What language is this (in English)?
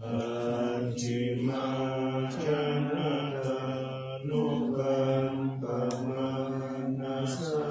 Pali